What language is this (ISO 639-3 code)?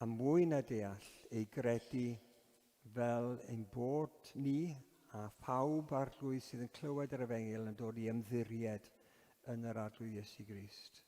cym